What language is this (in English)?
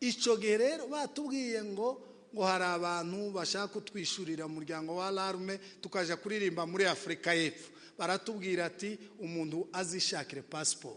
Kinyarwanda